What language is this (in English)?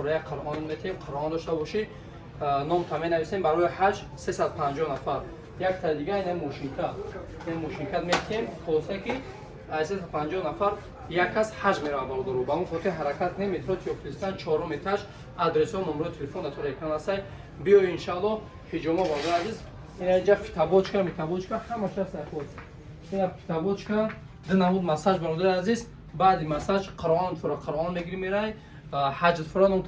Tajik